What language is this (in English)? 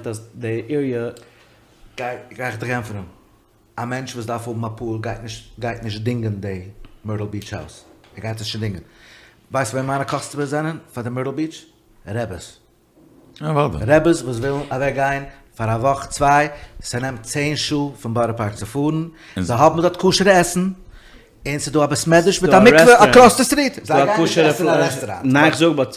Yiddish